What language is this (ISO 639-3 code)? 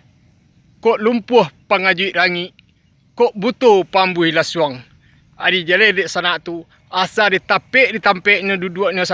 min